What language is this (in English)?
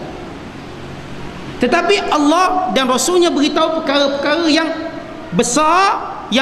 Malay